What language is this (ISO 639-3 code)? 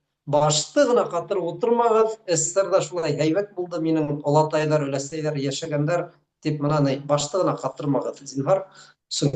bak